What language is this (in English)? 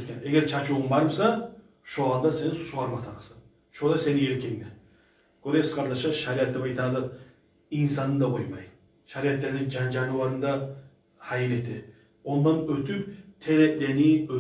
Kumyk